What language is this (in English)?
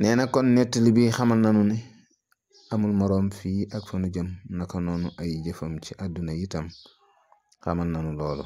Wolof